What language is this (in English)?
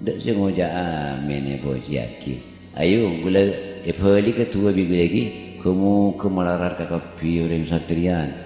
Madurese